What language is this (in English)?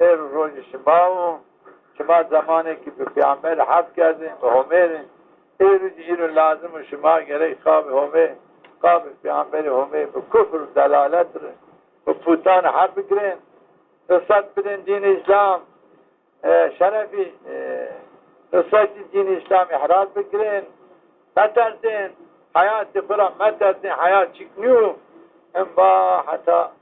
Zaza